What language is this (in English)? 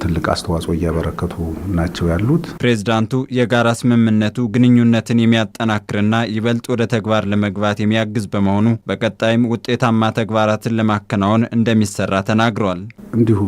Amharic